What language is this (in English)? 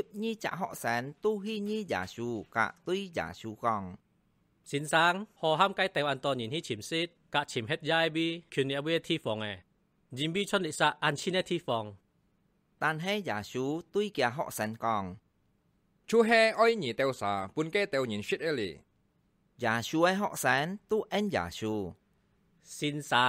Hakka Chinese